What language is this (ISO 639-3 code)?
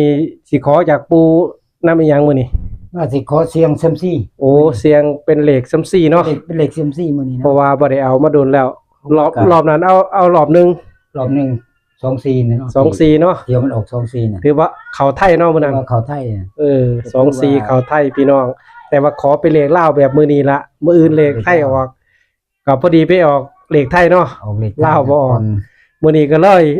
tts